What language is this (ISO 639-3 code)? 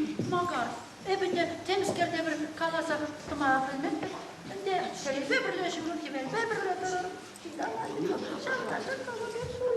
chv